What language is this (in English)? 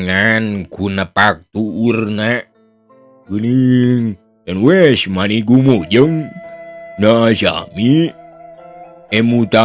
Sundanese